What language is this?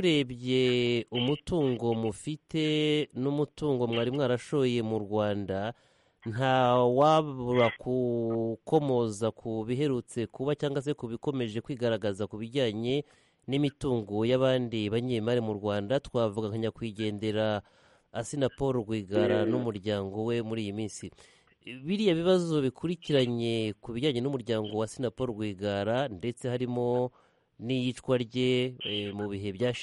Kinyarwanda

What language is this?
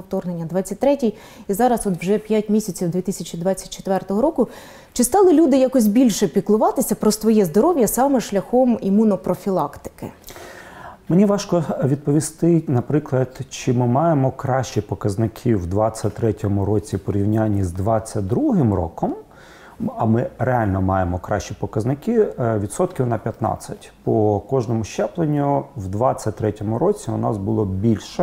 Ukrainian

